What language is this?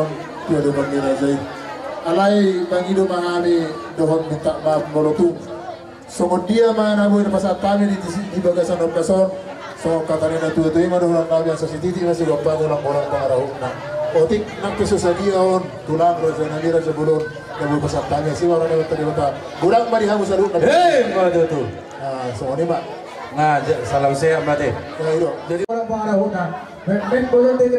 Batak Toba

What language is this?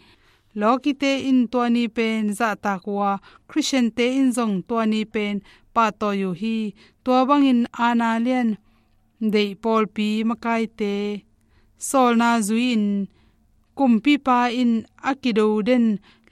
Tedim Chin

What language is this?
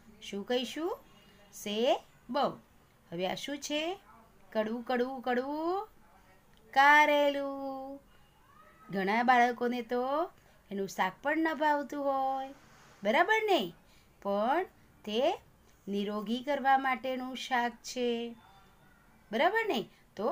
Gujarati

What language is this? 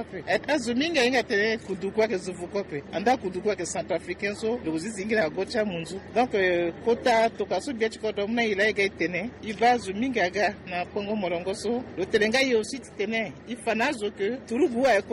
Sango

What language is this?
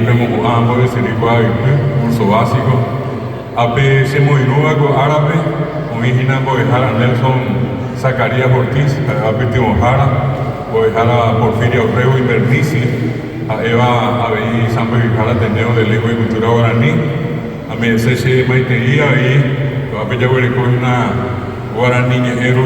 Guarani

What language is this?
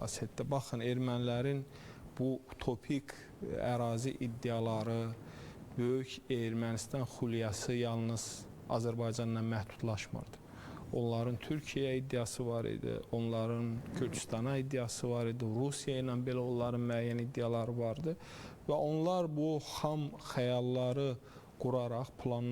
Azerbaijani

